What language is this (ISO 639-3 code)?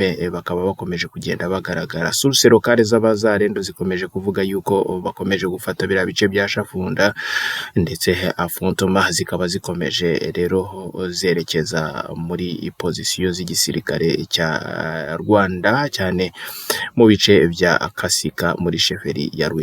kin